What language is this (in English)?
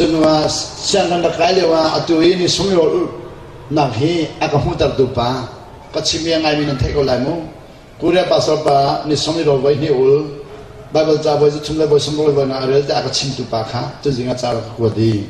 Hakha Chin